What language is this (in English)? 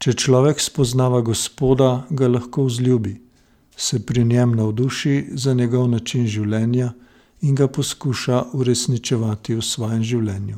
Slovenian